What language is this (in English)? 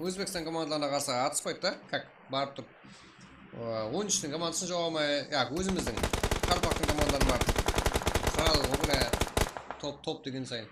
Kara-Kalpak